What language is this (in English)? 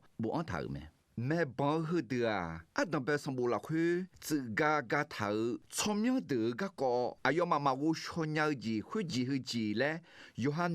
Akha